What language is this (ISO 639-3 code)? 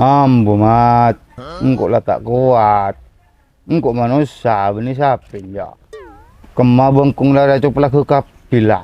mad